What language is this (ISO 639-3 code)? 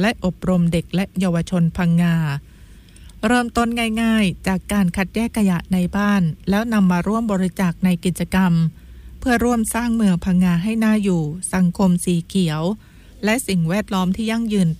tha